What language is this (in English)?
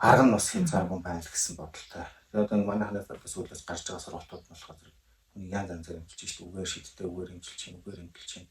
Mongolian